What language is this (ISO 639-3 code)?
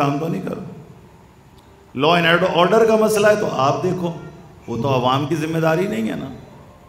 urd